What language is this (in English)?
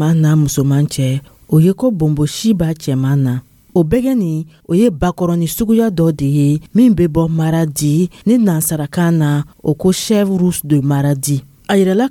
Dyula